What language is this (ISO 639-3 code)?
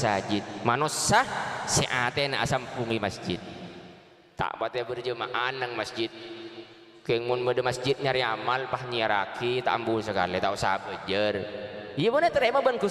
mad